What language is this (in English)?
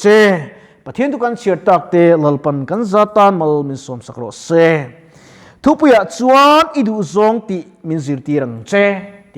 Mizo